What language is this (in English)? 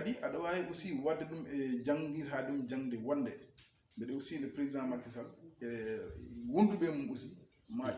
Fula